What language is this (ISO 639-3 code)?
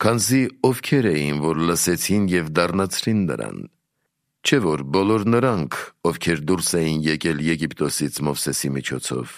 hye